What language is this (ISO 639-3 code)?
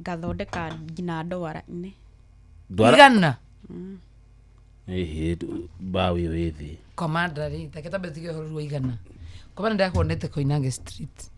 kik